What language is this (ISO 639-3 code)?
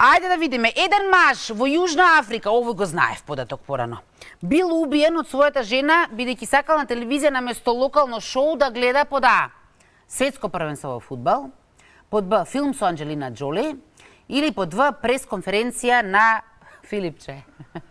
mkd